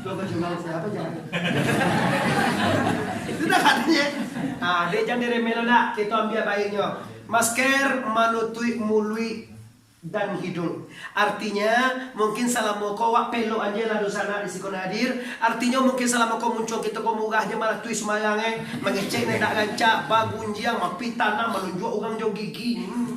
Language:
Minangkabau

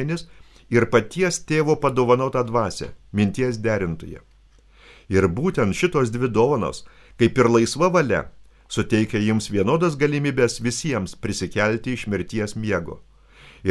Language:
Lithuanian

